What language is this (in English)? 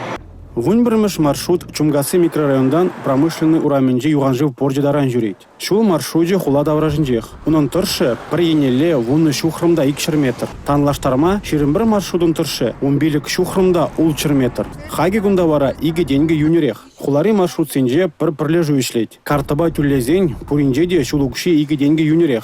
Chuvash